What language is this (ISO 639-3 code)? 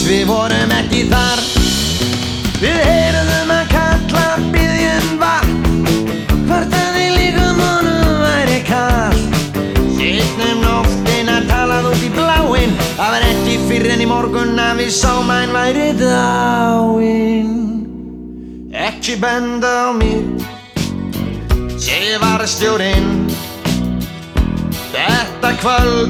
isl